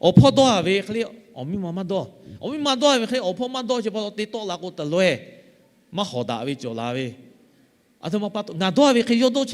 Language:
Lahu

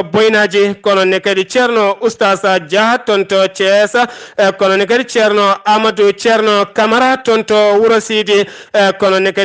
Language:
Fula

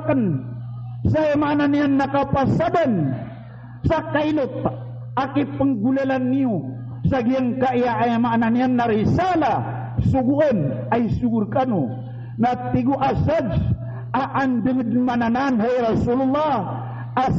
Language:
Maranao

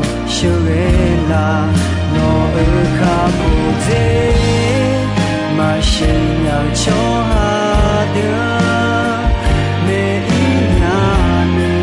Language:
Akha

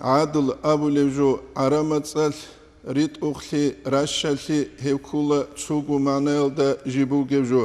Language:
Avaric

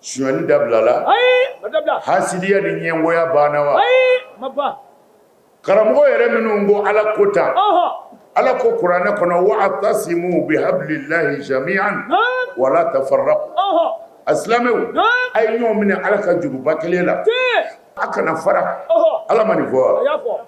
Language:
Bambara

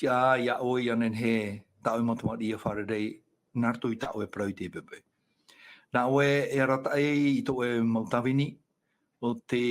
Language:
Tahitian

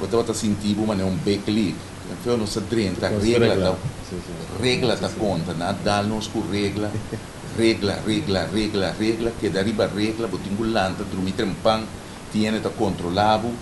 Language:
Papiamento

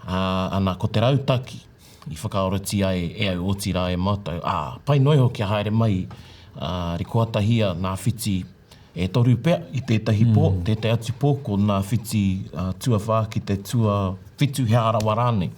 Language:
Māori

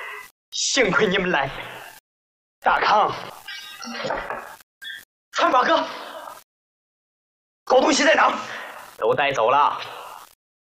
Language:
Chinese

